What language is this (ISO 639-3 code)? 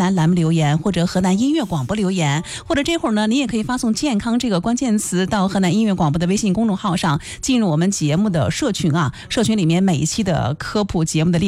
zho